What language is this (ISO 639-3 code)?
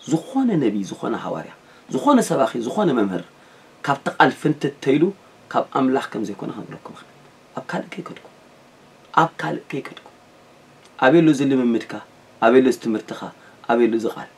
tir